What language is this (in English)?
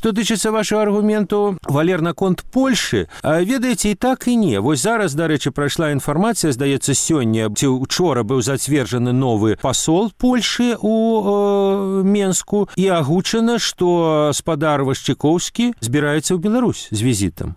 Belarusian